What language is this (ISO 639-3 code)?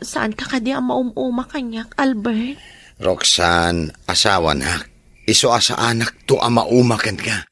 ilo